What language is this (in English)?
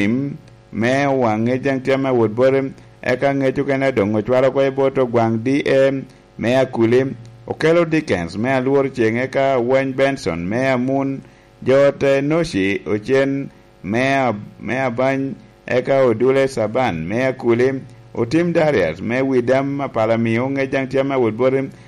Lango (Uganda)